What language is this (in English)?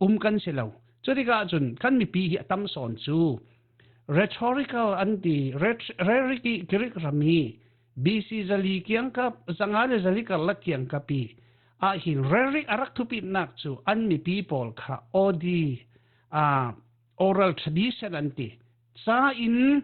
Falam Chin